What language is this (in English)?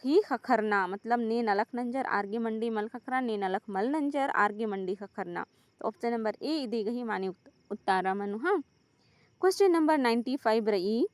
Kurukh